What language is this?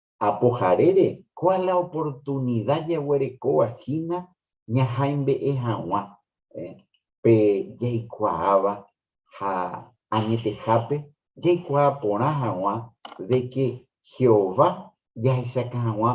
Guarani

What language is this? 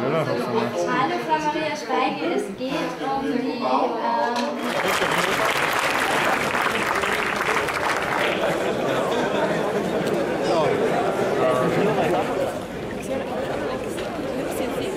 German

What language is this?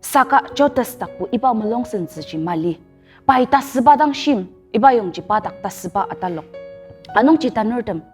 Ao Naga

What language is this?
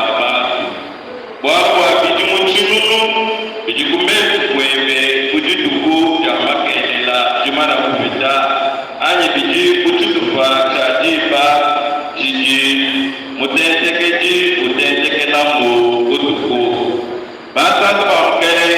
Luba-Lulua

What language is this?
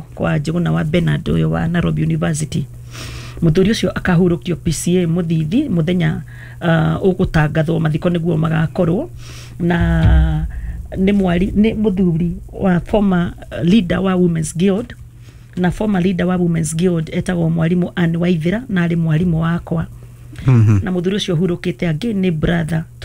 Kikuyu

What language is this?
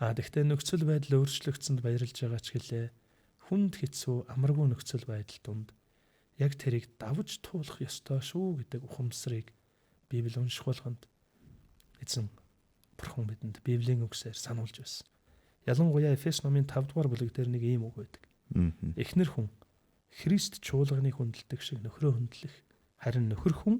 Mongolian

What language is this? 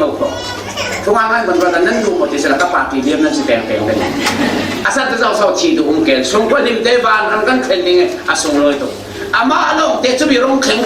Falam Chin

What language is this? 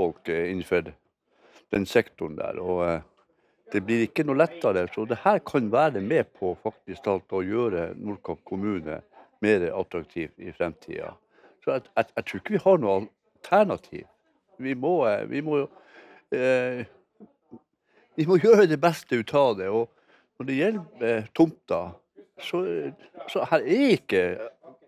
Norwegian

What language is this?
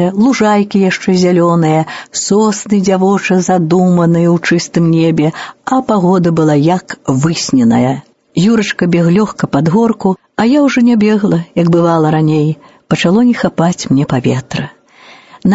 Belarusian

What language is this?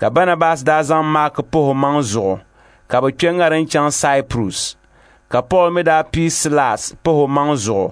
Dagbani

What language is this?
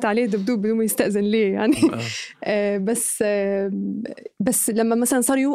North Levantine Arabic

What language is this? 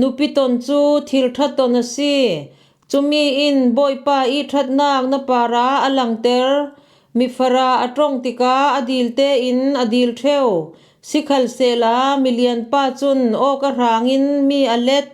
Falam Chin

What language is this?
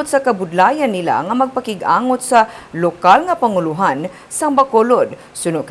Hiligaynon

